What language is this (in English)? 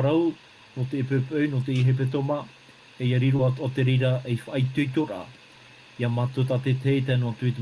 Tahitian